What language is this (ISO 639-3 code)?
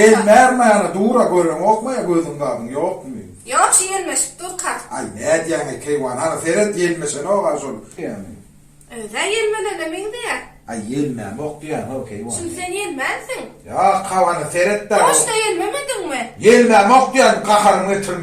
tuk